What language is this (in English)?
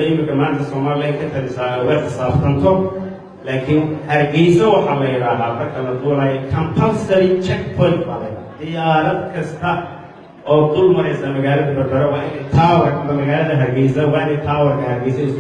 Somali